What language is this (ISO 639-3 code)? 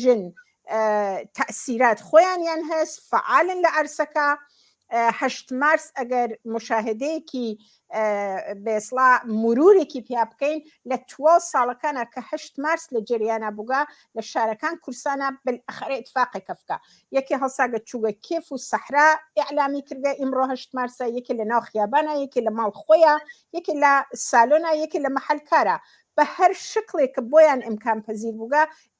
ckb